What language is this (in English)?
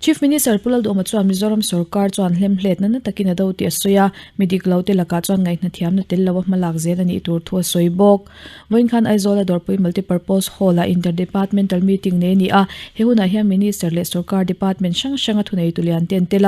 Mizo